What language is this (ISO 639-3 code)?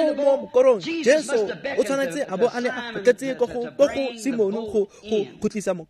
tsn